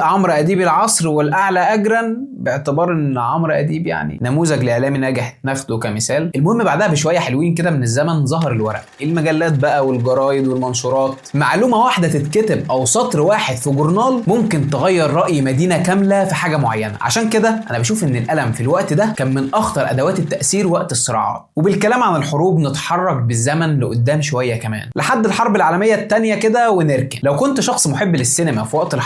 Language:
Egyptian Arabic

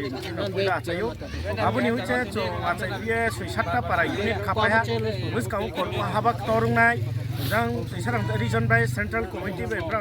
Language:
Riang (India)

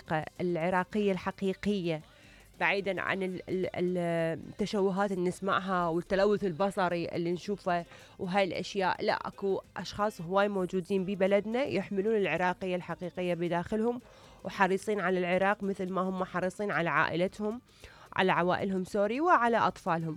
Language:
Mesopotamian Arabic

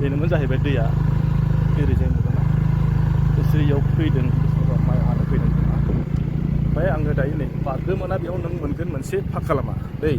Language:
Bodo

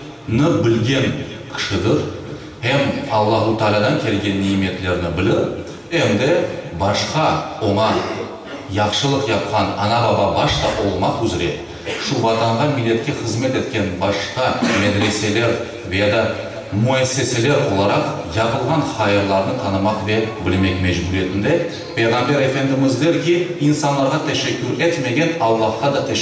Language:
Crimean Tatar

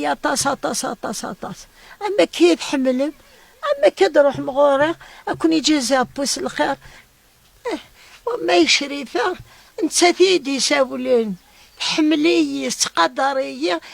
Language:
Kabyle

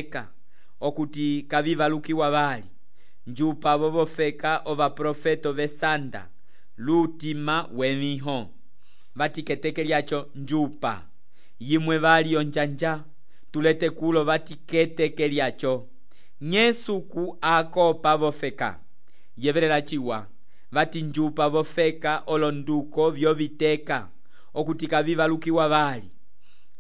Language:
Umbundu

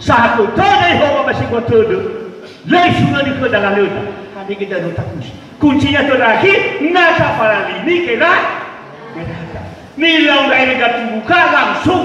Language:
Nias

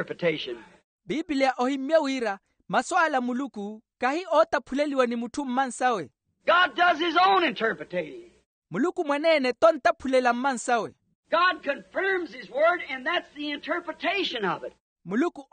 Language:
Makhuwa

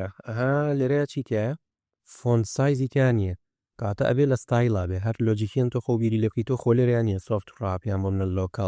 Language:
Central Kurdish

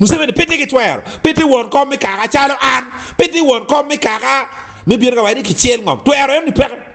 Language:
Acoli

